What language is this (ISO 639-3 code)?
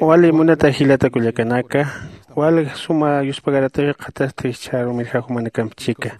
aym